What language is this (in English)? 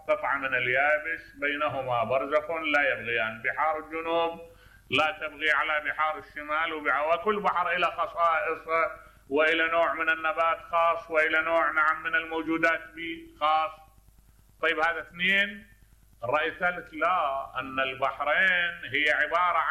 Mesopotamian Arabic